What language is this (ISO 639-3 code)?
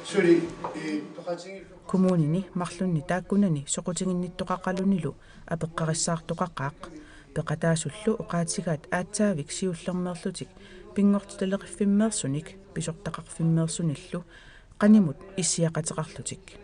kal